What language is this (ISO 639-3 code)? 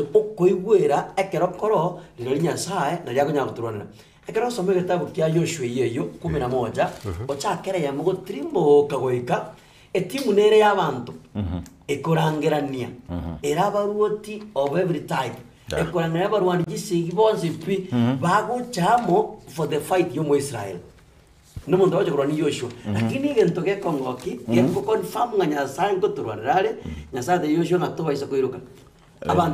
guz